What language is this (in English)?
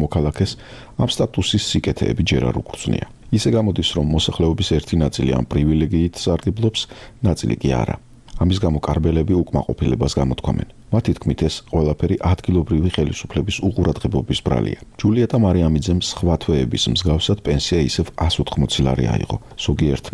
Georgian